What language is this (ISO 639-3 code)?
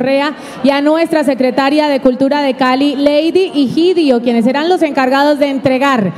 spa